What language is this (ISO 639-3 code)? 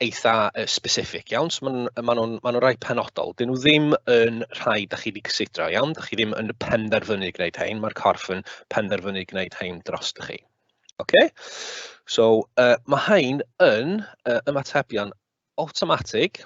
cym